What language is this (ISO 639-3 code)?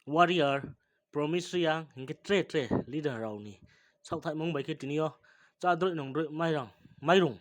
ria